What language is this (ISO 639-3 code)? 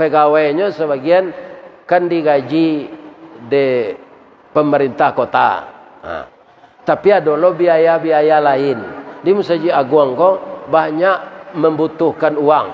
min